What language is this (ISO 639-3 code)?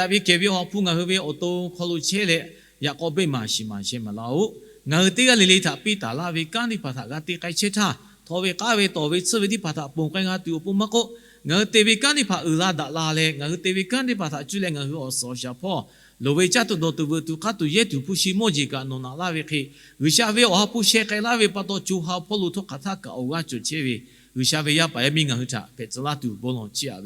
lhu